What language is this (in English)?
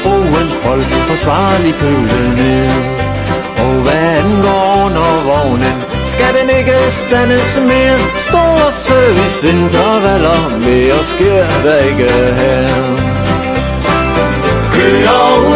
Danish